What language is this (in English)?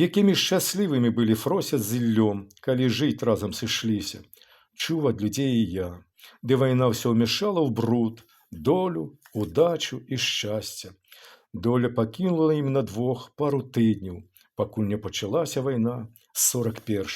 Belarusian